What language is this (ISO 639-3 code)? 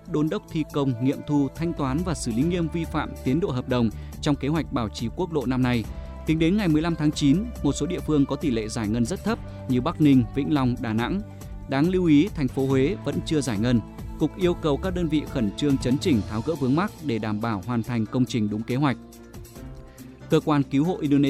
vie